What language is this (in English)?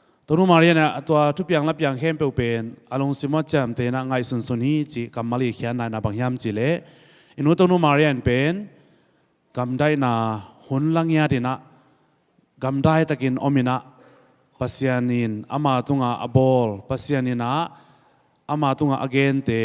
Tedim Chin